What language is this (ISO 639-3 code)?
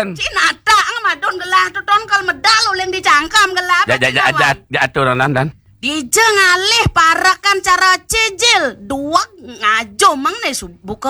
ban